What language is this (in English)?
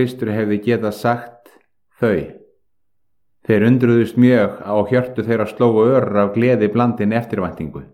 Icelandic